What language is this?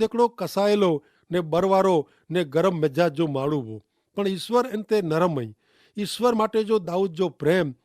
Kachhi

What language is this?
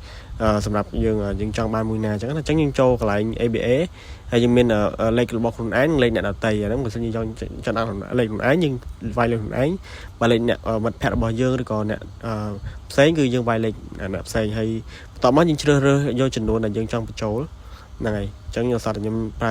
Khmer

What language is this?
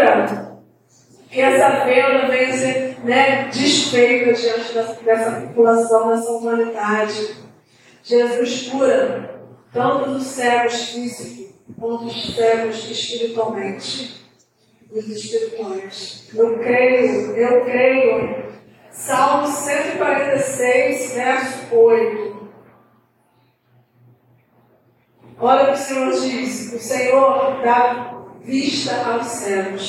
Portuguese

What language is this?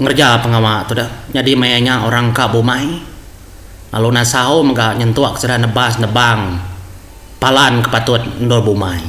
Iban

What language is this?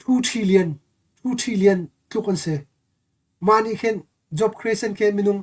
Hakha Chin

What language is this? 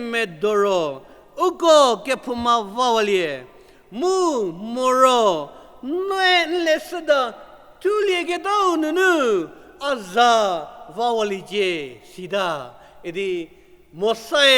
Angami Naga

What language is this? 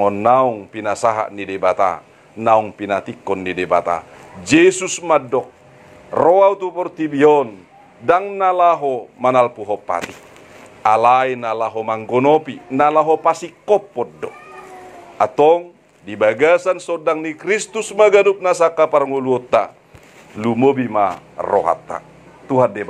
Batak Toba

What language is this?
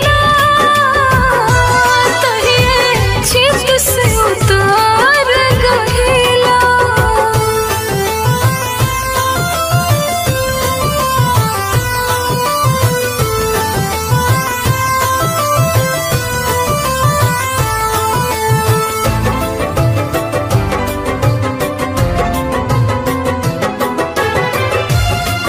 Bhojpuri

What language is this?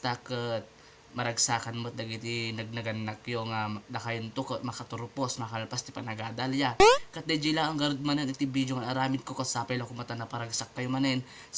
Iloko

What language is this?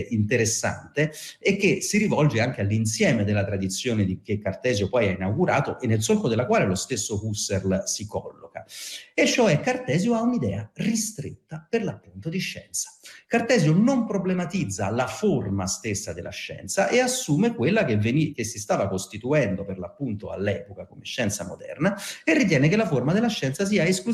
Italian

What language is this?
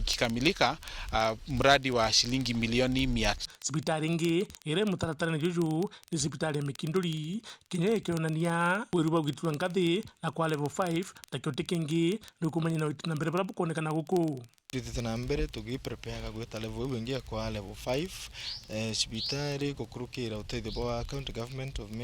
Meru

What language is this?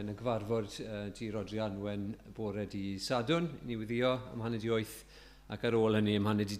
Welsh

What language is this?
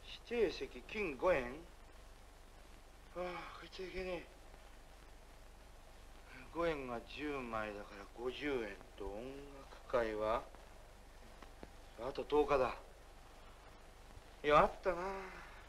Japanese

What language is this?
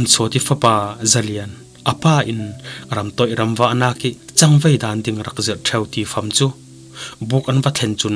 Falam Chin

